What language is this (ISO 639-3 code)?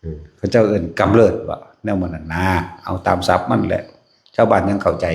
tts